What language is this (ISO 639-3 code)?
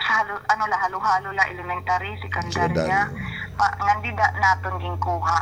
war